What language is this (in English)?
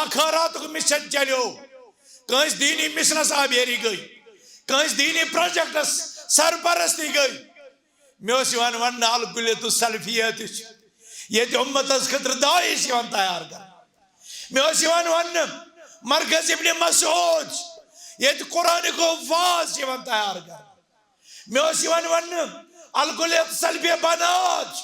Kashmiri